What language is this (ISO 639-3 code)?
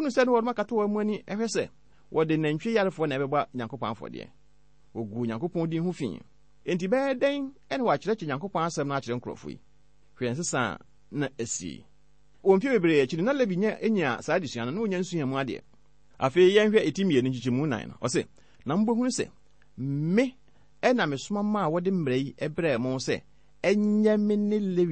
aka